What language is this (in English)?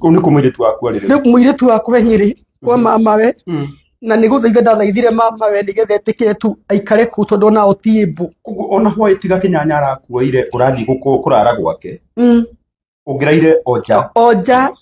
Kikuyu